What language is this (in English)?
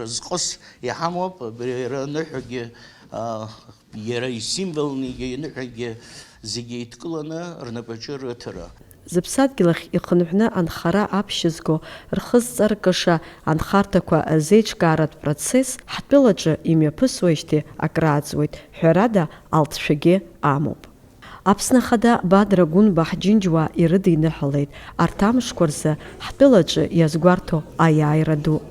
Abkhazian